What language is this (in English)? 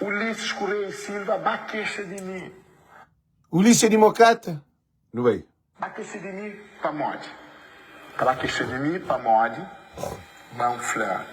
Kabuverdianu